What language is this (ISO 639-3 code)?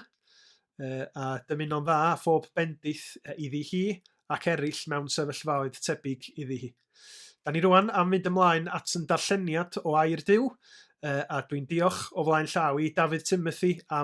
cym